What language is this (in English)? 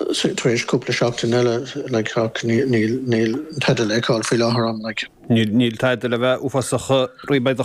Irish